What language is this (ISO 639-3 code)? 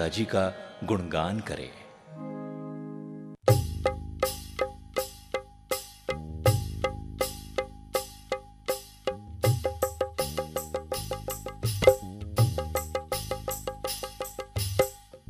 hin